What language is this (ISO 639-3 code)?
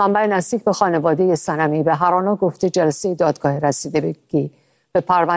fas